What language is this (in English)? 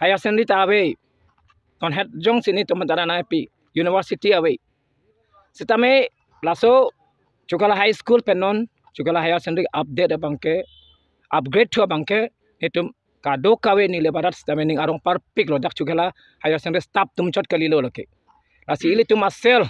Karbi